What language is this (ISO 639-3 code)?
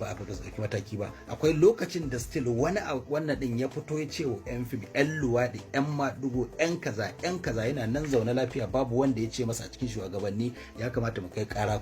hau